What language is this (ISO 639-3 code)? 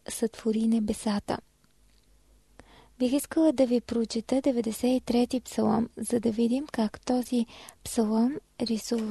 bul